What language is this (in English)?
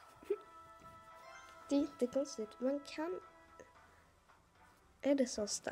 Swedish